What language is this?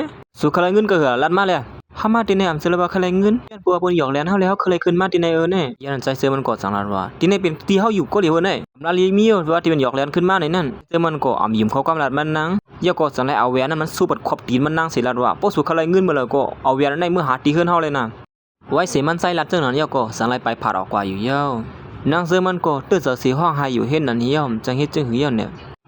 Shan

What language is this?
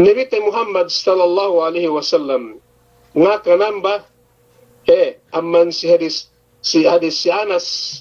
Yakan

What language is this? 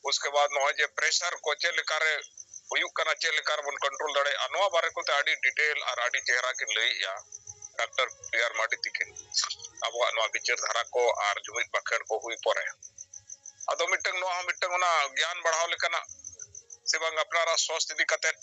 Santali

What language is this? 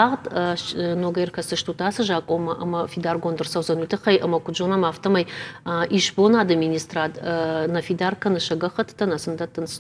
Ossetic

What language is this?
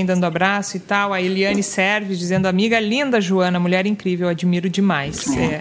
Portuguese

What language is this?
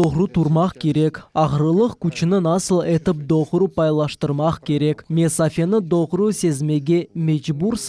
Crimean Tatar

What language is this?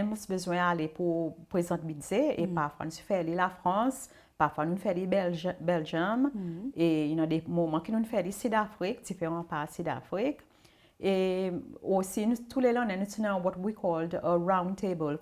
Seselwa Creole French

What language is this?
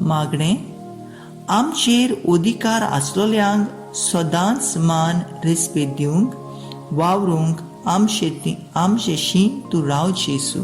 Konkani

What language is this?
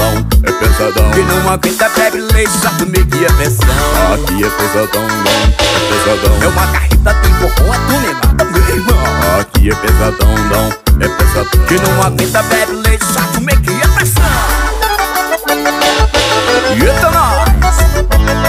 Portuguese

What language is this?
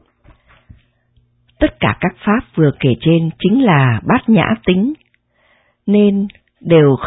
Vietnamese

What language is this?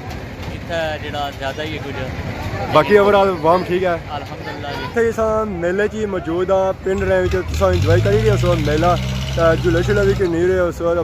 Pahari-Potwari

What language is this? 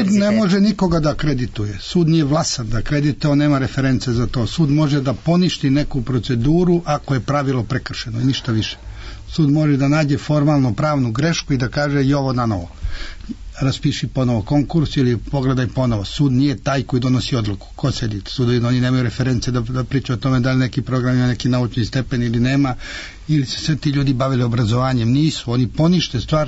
Serbian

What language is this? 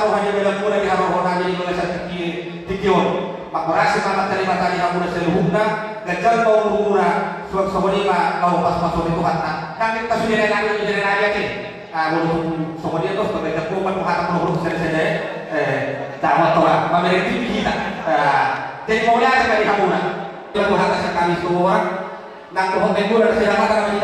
Batak Toba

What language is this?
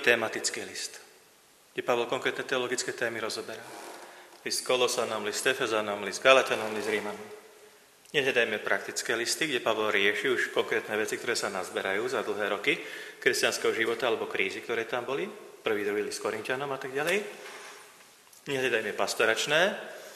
Slovak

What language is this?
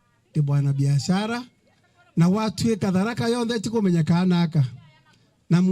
Meru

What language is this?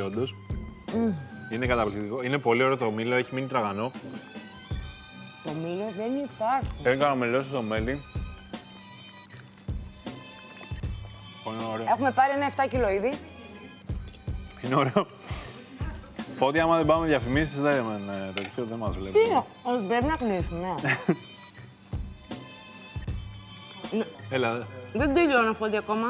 Greek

